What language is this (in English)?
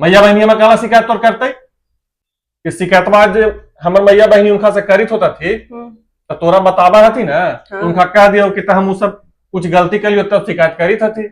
Magahi